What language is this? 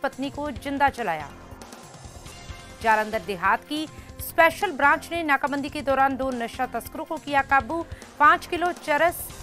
Hindi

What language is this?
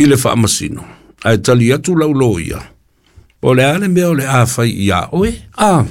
Samoan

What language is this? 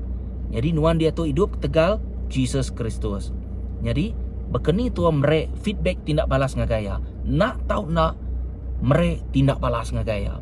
Iban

